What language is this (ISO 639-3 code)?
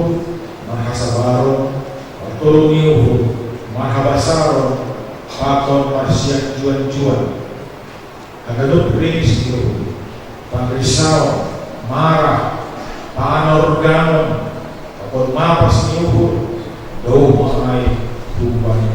bts